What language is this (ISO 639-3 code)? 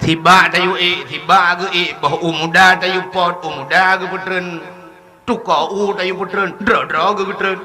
ace